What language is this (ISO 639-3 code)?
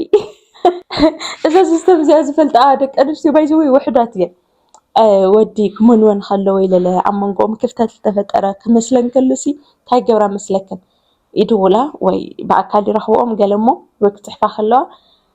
tir